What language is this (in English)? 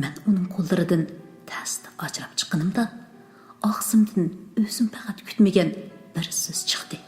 Uyghur